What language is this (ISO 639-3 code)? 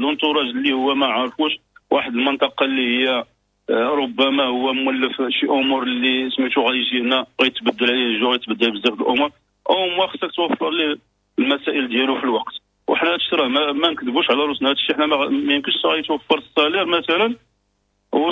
ary